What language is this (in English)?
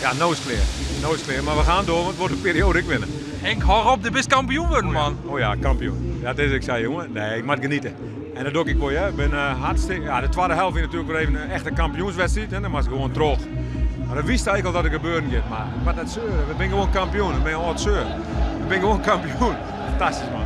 Western Frisian